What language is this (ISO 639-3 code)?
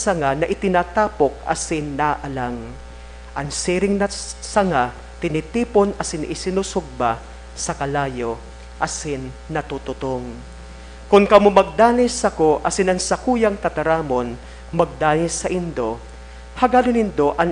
bik